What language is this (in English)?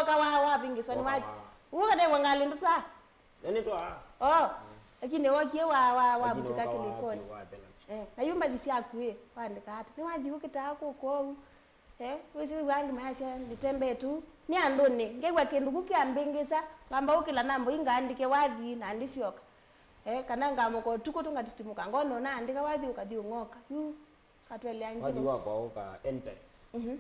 Kamba